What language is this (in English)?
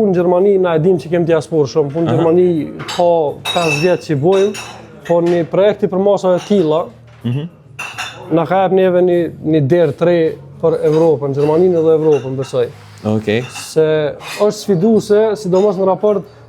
Albanian